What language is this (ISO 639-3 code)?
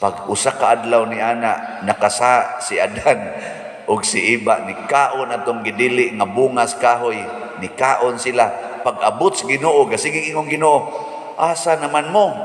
ceb